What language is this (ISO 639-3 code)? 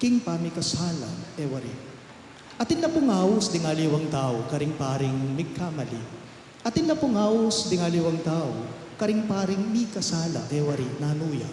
pam